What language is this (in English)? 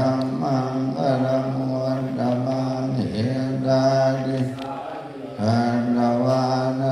Pali